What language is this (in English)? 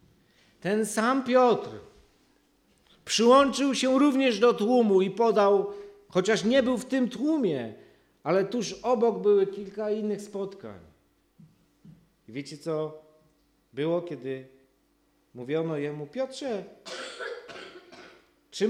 Polish